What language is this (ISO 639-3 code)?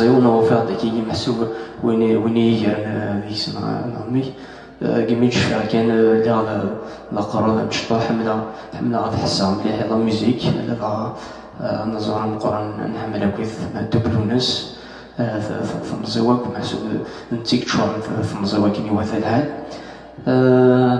kab